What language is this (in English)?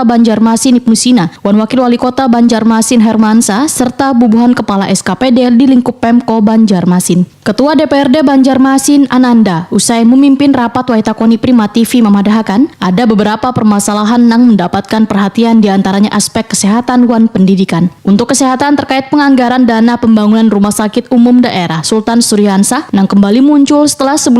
Banjar